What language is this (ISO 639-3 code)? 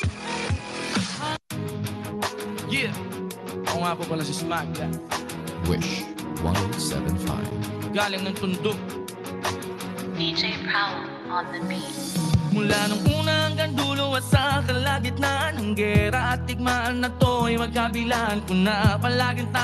fil